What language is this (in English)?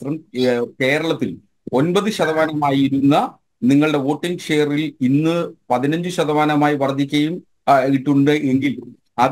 Malayalam